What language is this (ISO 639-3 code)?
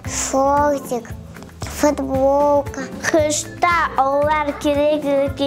crh